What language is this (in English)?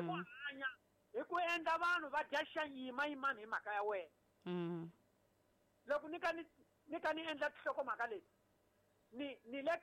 Tsonga